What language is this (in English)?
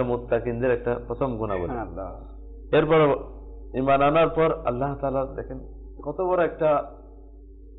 Bangla